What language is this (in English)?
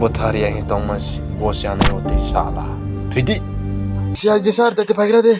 Kok Borok